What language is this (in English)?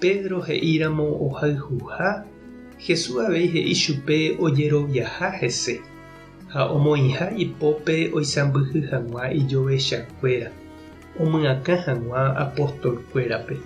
Guarani